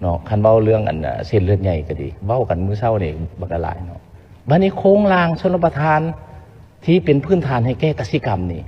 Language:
Lao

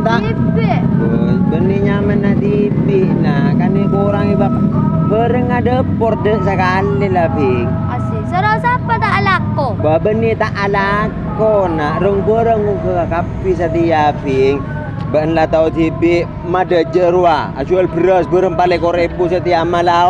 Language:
Madurese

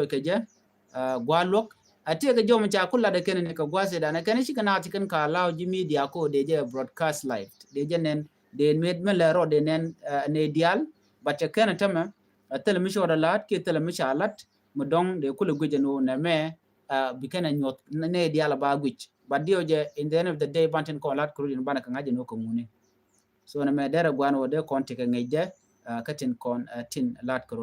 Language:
Nuer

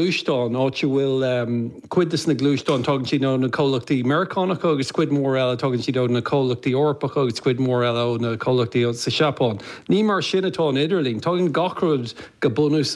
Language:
Irish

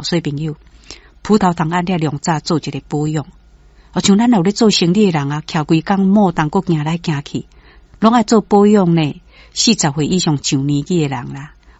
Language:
Min Nan Chinese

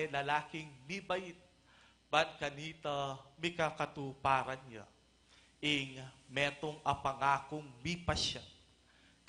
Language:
Pampanga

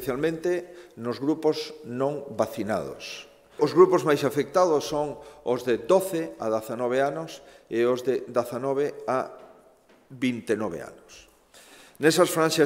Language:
Galician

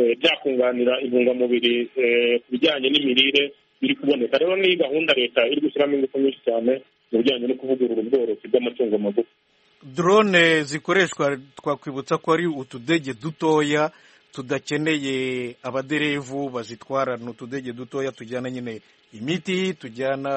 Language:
Kinyarwanda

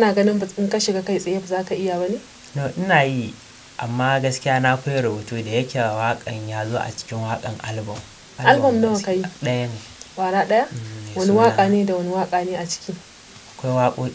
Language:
Hausa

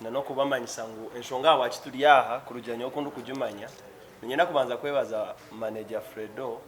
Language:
Nyankole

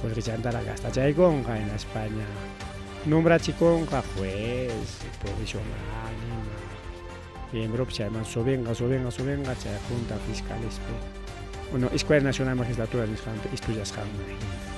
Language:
Ayacucho Quechua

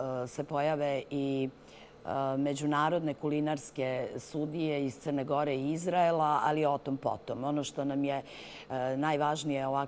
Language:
Serbian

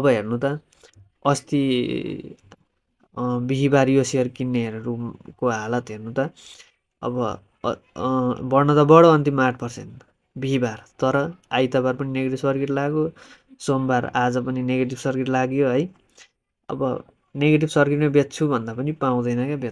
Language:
Nepali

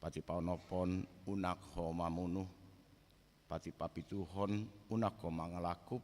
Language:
Batak Toba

